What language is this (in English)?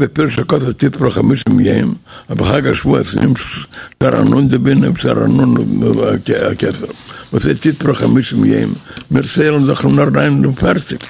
Yiddish